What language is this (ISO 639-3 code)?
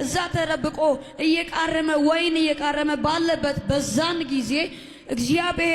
amh